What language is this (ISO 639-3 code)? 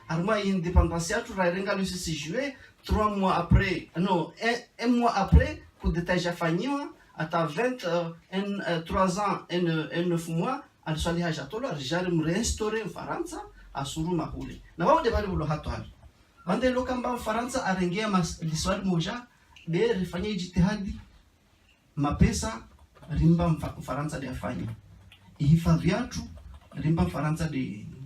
zdj